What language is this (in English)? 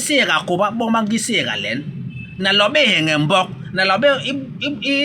Basaa